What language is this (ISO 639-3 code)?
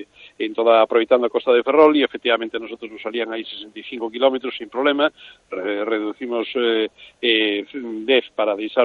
glg